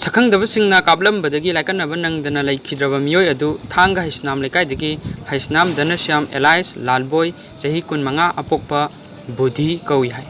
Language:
Manipuri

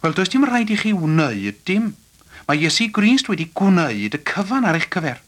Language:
Welsh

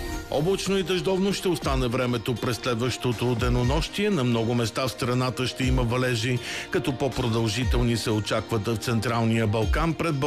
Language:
Bulgarian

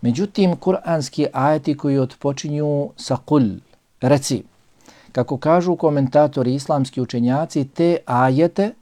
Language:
Bosnian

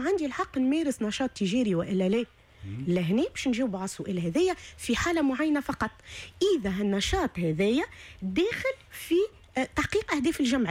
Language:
Tunisian Arabic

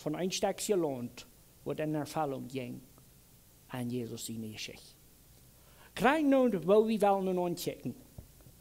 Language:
Plautdietsch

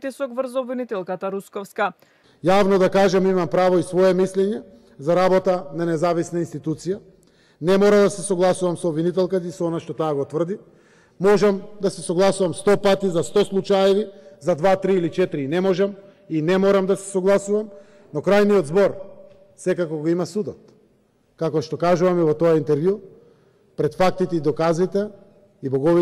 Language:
Macedonian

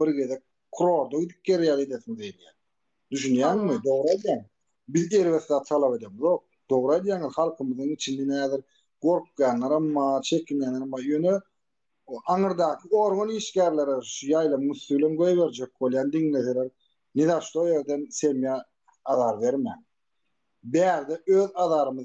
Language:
Turkmen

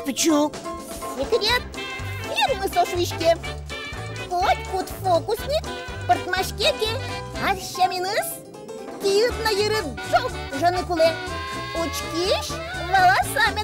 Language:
Udmurt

